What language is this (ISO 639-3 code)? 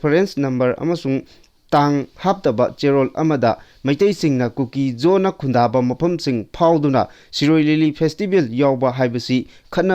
mni